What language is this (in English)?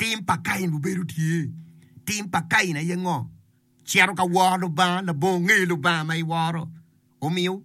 Acoli